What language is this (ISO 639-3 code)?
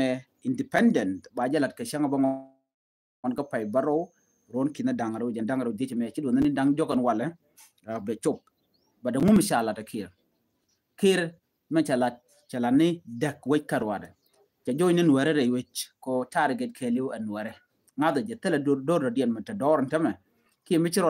nus